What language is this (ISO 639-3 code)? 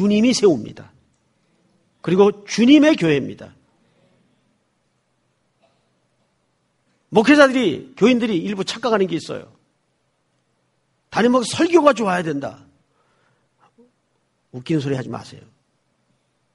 kor